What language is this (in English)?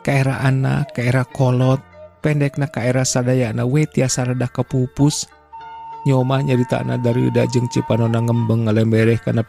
Sundanese